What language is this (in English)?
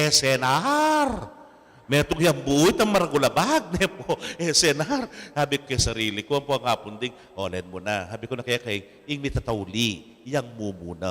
Pampanga